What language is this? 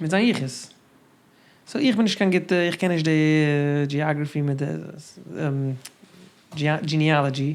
Yiddish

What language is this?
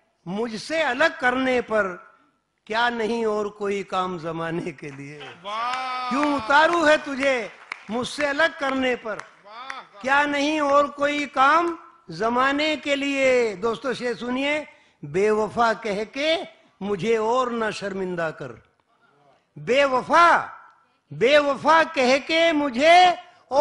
Hindi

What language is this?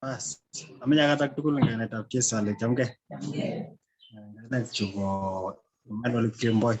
Kalenjin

